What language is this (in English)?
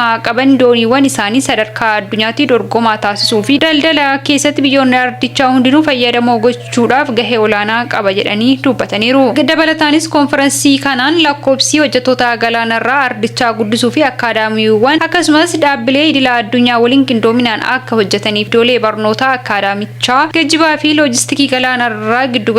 Oromo